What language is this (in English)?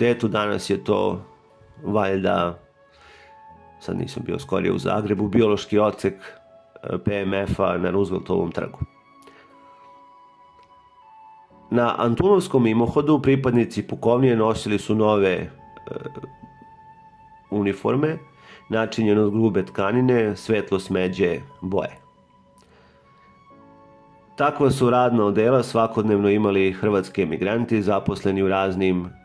Serbian